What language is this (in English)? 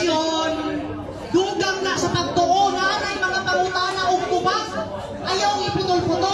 Cebuano